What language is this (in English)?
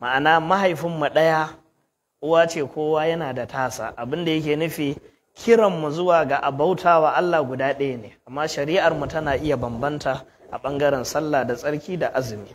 Hausa